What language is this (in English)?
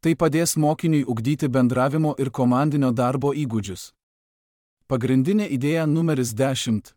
Lithuanian